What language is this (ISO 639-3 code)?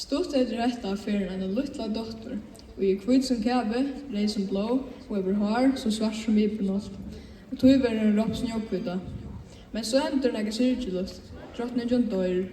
fao